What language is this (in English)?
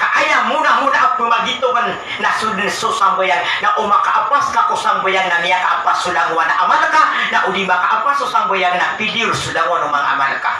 Maranao